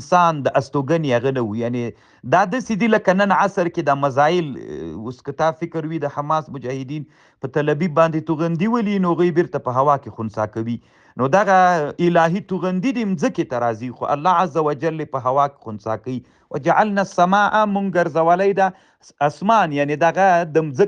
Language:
Pashto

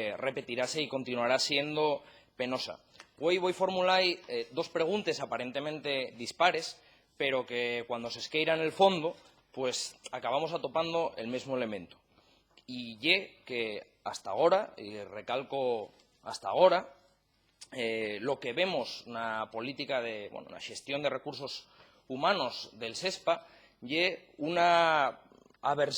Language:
Asturian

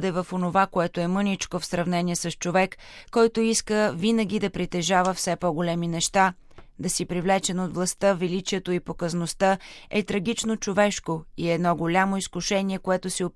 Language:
Bulgarian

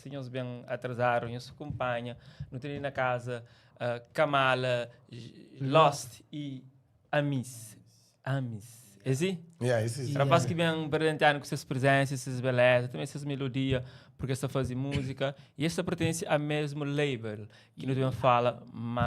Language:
Kabuverdianu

